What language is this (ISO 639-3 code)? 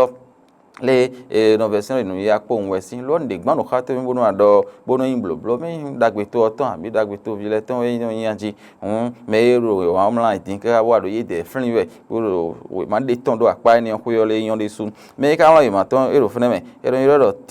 fon